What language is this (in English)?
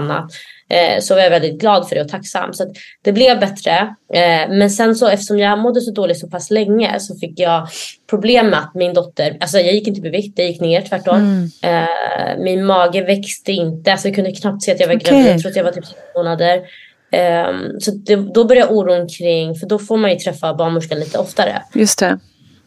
Swedish